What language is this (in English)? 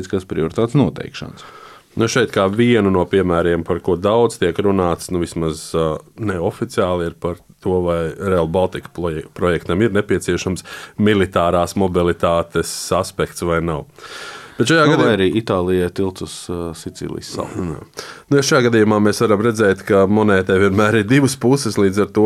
Latvian